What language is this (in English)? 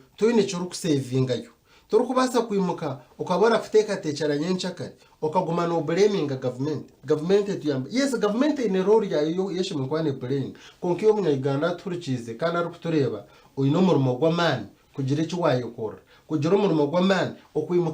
Nyankole